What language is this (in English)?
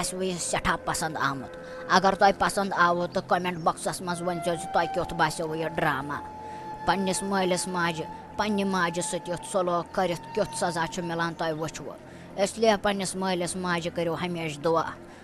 Kashmiri